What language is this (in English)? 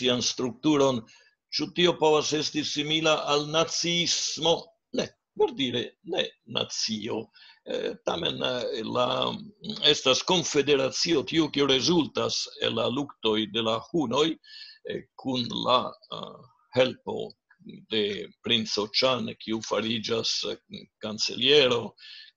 Esperanto